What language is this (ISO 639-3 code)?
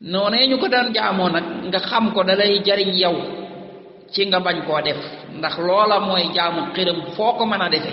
wol